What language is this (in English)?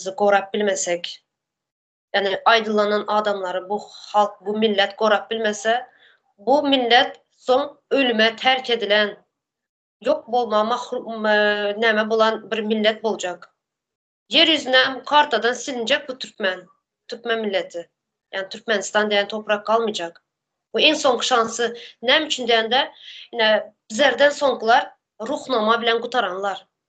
Turkmen